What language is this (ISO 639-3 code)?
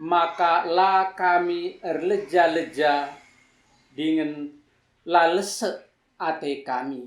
btx